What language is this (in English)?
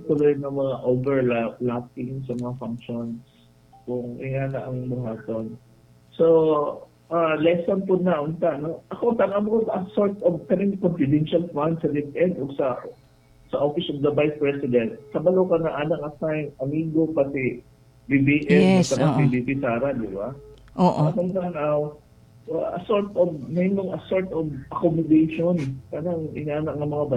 Cebuano